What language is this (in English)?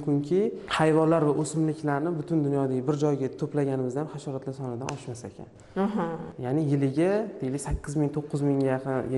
Uzbek